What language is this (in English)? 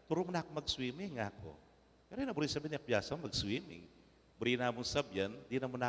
Pampanga